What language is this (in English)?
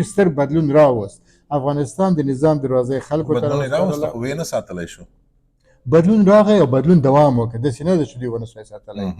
Pashto